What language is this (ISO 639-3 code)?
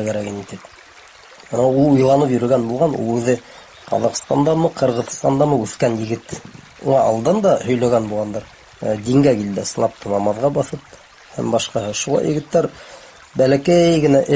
bak